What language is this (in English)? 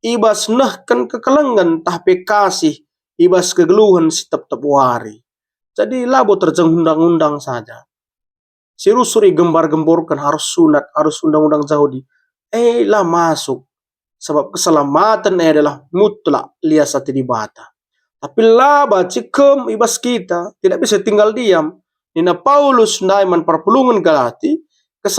Batak Karo